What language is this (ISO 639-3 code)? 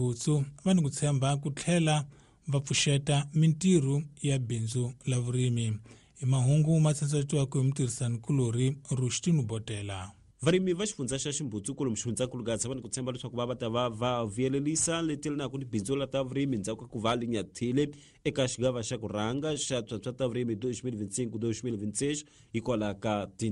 tso